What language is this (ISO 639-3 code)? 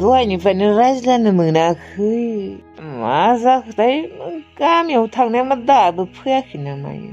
brx